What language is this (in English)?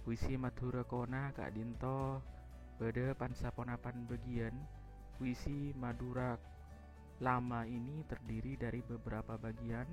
Madurese